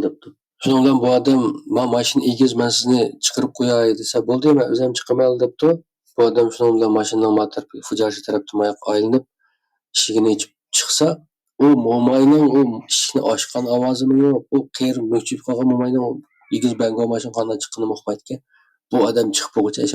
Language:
Uyghur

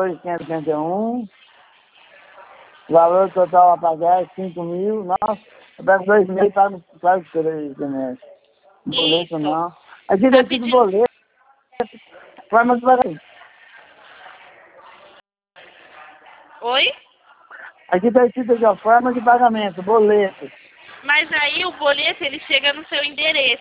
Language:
Portuguese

